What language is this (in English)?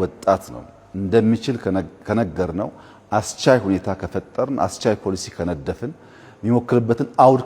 Amharic